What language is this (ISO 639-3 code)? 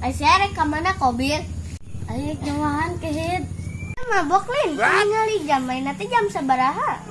sun